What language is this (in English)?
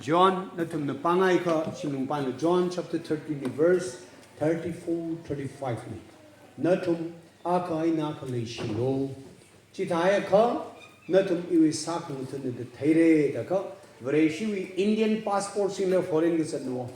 Tangkhul Naga (India)